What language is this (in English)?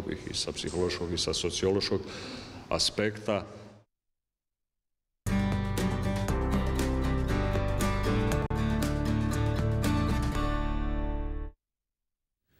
Croatian